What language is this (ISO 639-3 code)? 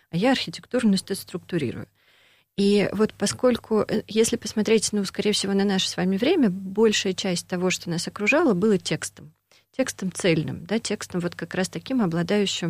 rus